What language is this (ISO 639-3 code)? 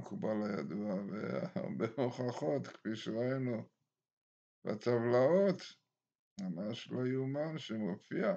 heb